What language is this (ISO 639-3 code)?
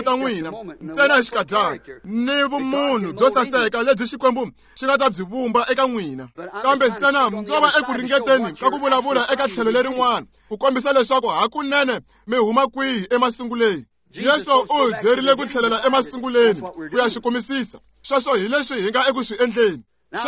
tso